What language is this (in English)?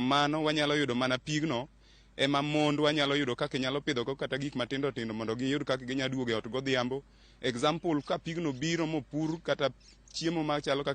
Luo (Kenya and Tanzania)